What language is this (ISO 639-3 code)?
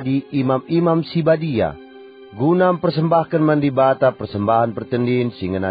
btx